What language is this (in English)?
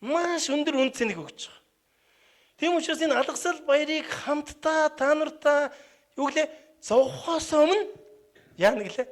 Mongolian